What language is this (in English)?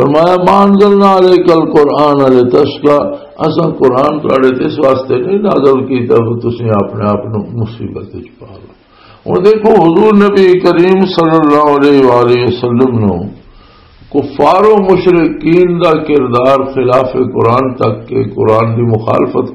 Western Panjabi